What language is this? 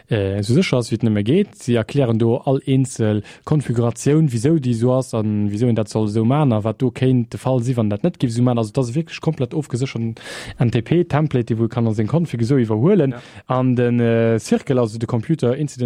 Luxembourgish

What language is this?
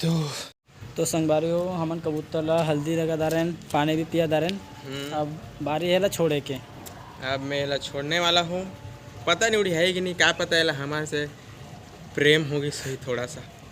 Chhattisgarhi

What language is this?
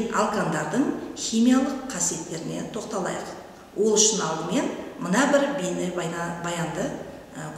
Kazakh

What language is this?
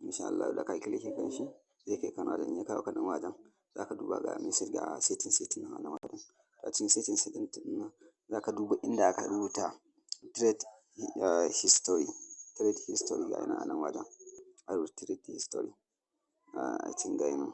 Hausa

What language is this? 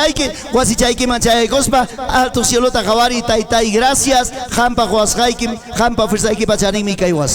Ayacucho Quechua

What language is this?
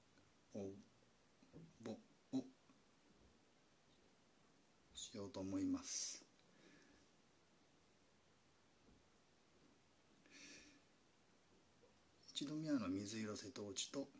Japanese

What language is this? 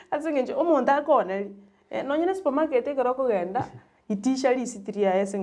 Gusii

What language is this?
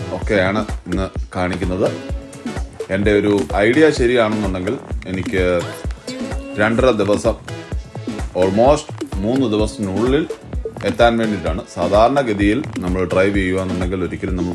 Malayalam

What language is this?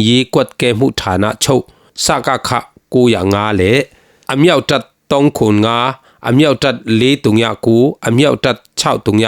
Falam Chin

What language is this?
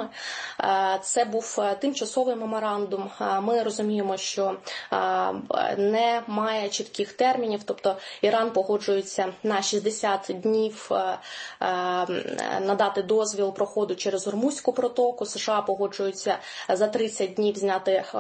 Ukrainian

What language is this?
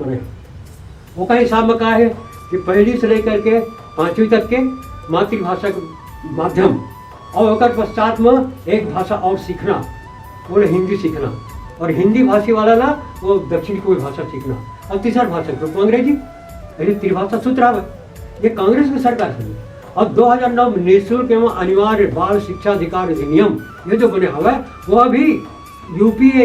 Chhattisgarhi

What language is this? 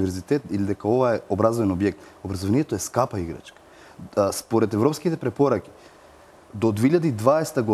Macedonian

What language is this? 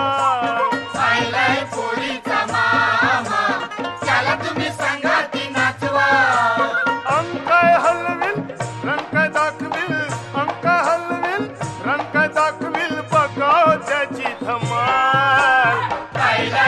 Marathi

